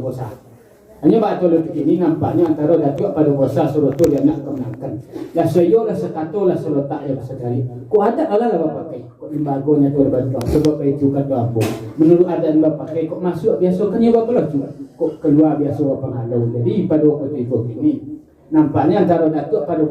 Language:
Minangkabau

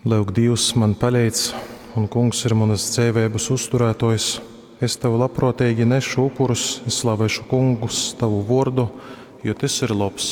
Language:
Latgalian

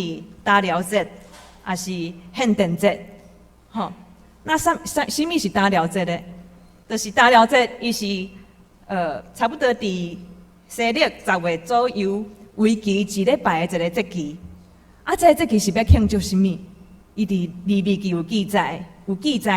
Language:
Min Nan Chinese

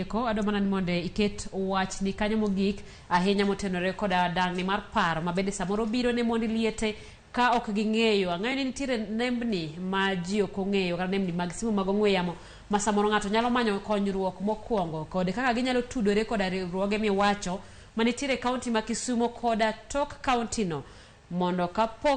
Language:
Luo (Kenya and Tanzania)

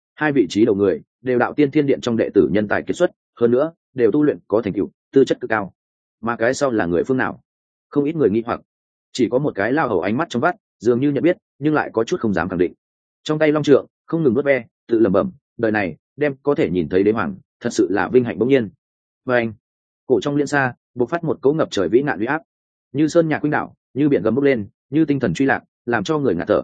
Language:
Vietnamese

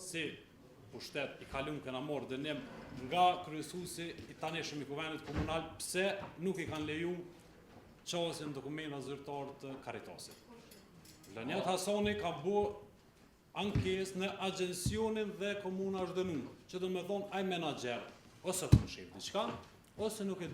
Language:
Albanian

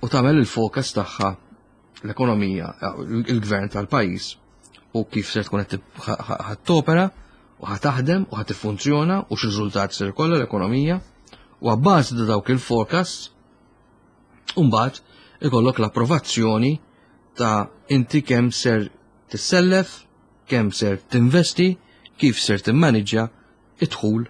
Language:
Maltese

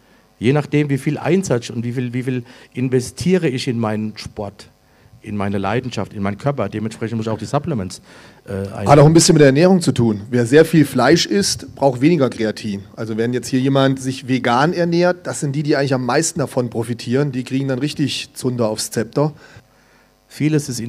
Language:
German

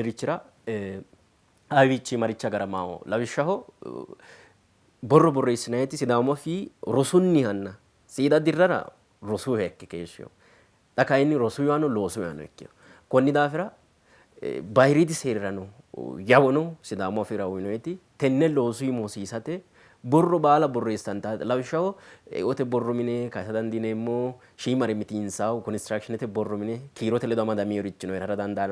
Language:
Sidamo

